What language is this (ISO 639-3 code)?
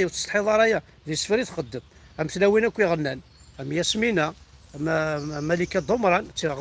kab